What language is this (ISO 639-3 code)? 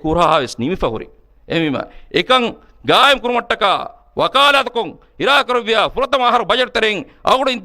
div